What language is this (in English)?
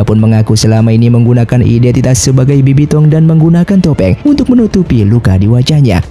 Indonesian